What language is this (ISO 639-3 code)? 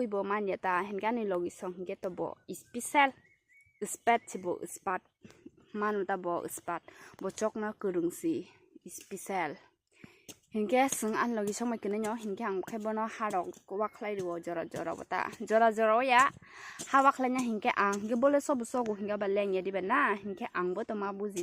trp